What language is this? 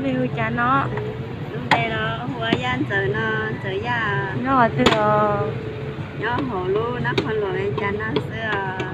Hmong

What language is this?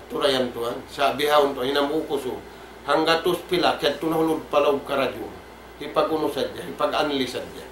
Tausug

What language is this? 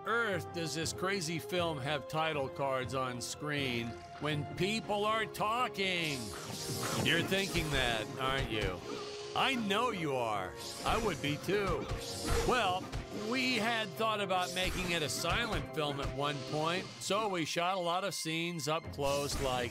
English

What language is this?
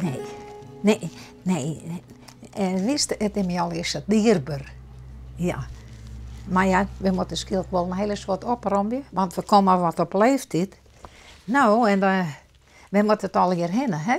Western Frisian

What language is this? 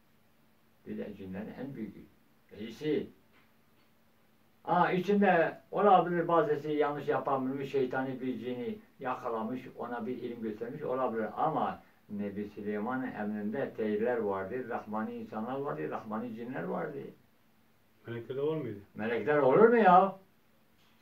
Turkish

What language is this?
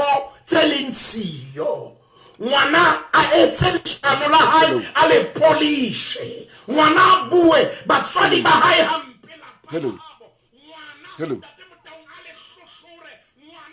Southern Sotho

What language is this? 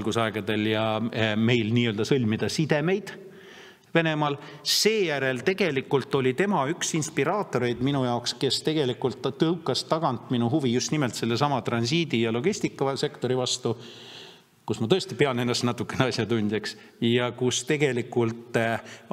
Estonian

